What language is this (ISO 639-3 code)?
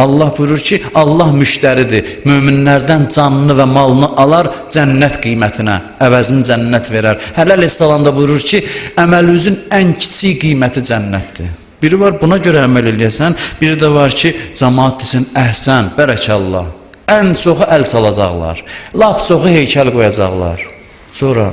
aze